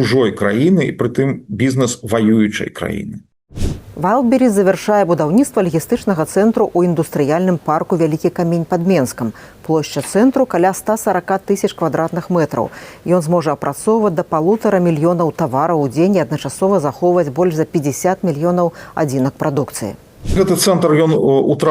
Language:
Belarusian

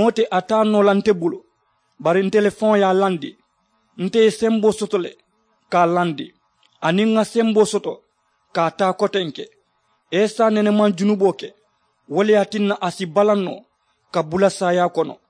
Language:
Mandingo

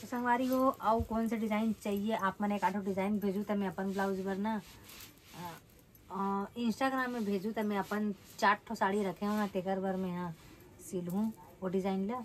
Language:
Chhattisgarhi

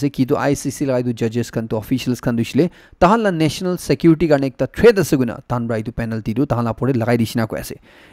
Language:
Naga Pidgin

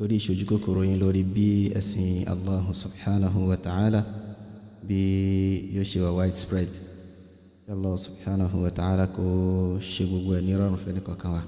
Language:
Yoruba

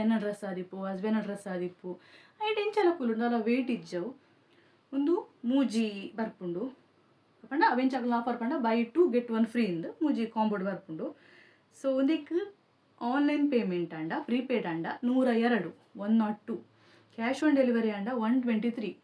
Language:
Tulu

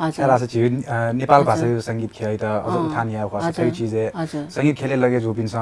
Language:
Newari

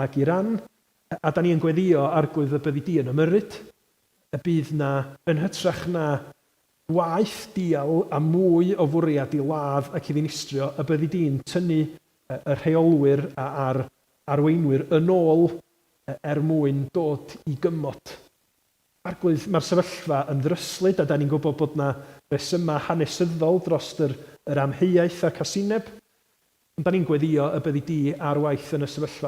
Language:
Welsh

